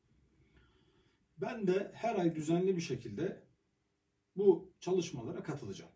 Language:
Turkish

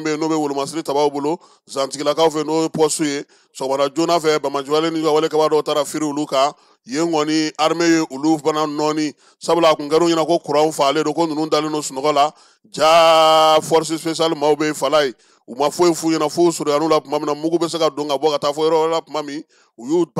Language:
Bambara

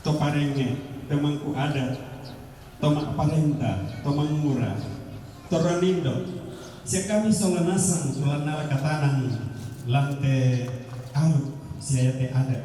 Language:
Toraja-Sa'dan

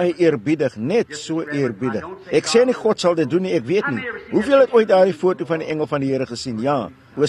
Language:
Afrikaans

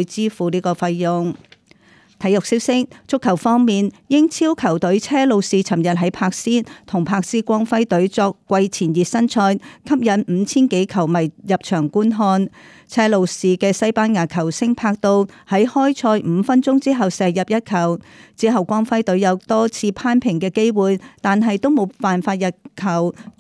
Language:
Cantonese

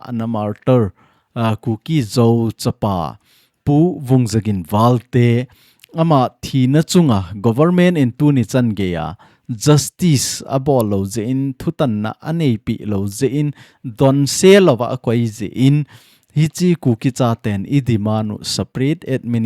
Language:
Thado Chin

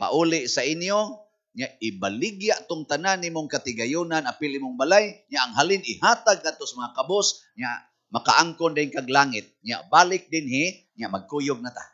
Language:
Cebuano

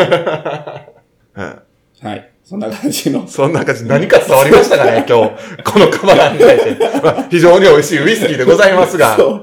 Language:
Japanese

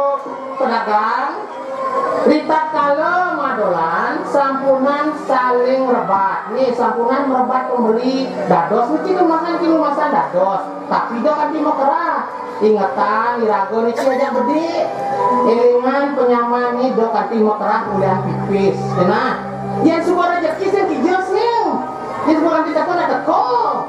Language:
Balinese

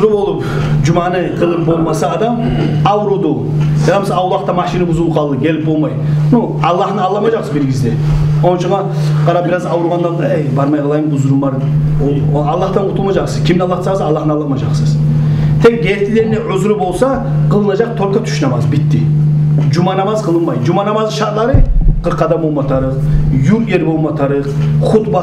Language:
Kumyk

